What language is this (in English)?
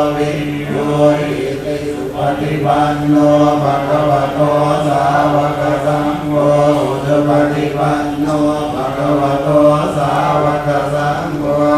Pali